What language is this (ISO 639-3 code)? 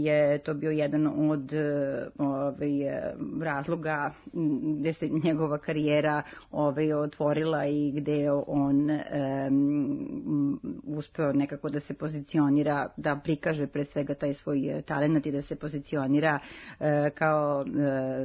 srp